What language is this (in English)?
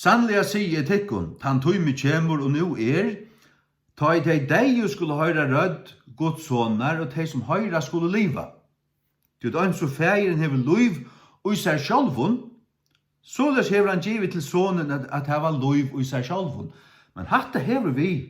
Faroese